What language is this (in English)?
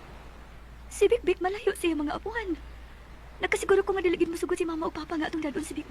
Cebuano